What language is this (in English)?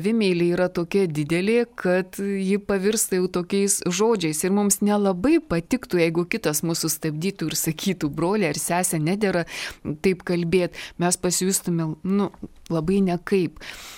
Lithuanian